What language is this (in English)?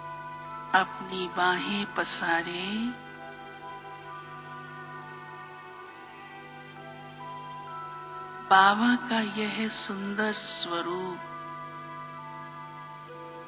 Hindi